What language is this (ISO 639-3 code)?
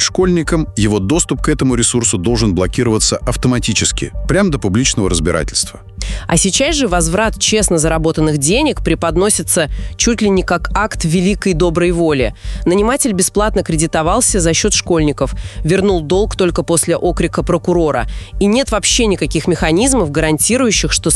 rus